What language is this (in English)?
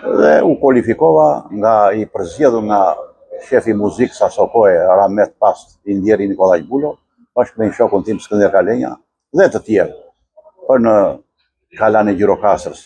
Albanian